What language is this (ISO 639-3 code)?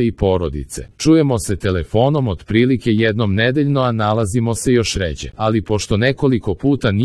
srp